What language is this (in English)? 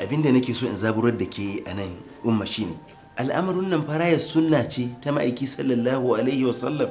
Hausa